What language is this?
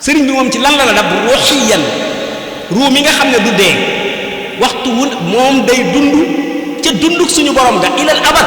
Wolof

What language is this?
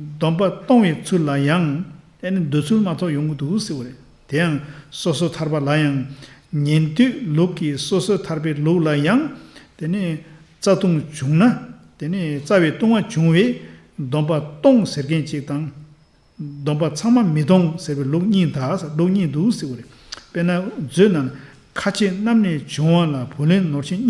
Tibetan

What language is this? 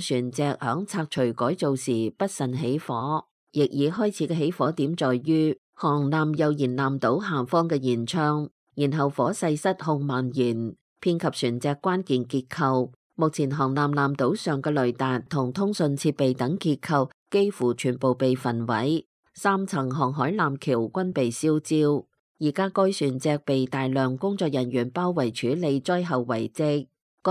Cantonese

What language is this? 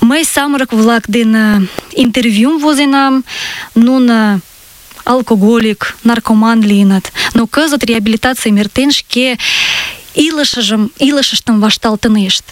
Mari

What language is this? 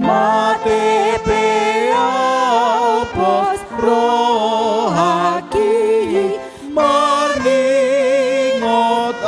Batak Toba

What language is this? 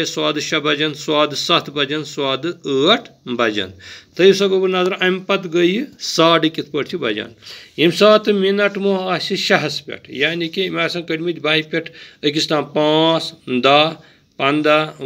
Kashmiri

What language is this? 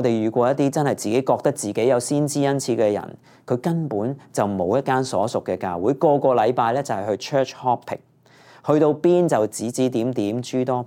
Cantonese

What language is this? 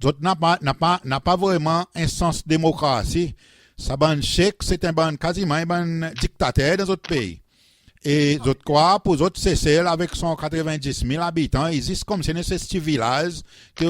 Seselwa Creole French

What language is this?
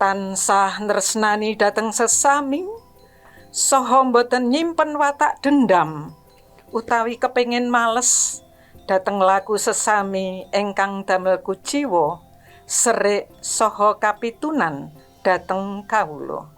Javanese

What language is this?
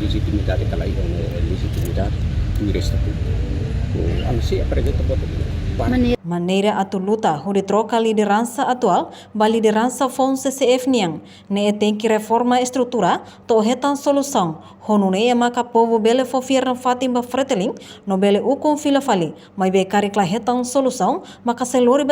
Tetum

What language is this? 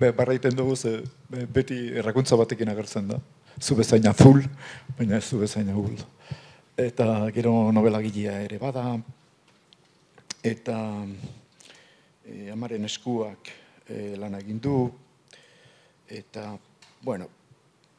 Basque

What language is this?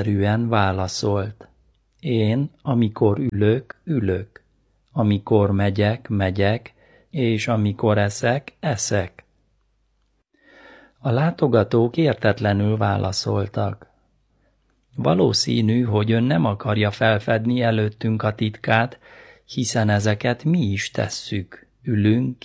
Hungarian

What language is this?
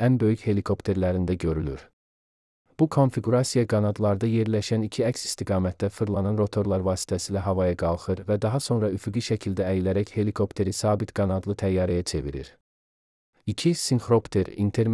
Azerbaijani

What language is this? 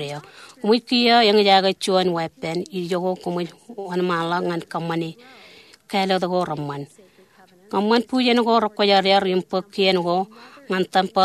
Marshallese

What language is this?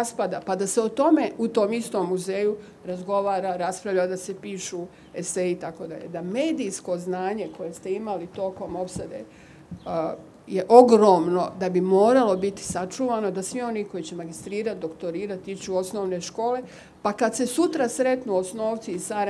Bosnian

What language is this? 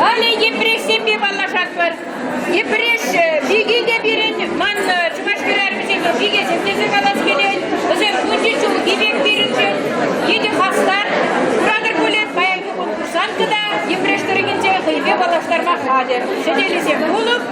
Chuvash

